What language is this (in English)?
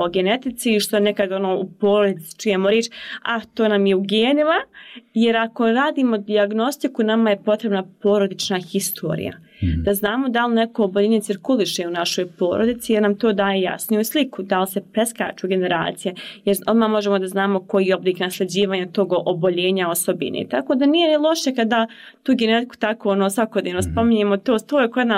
Bosnian